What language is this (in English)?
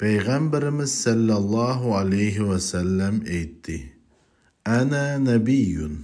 Uyghur